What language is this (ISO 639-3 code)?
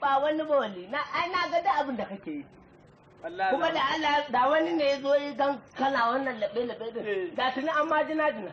hau